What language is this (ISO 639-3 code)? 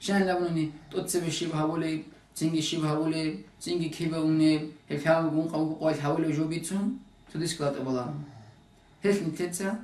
ava